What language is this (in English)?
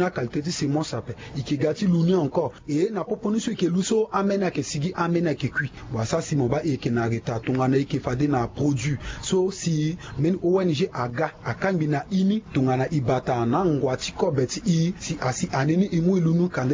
Sango